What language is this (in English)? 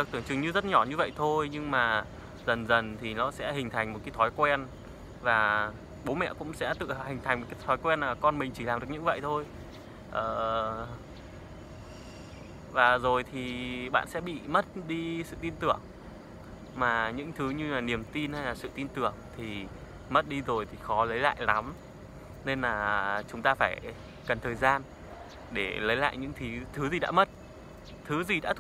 Vietnamese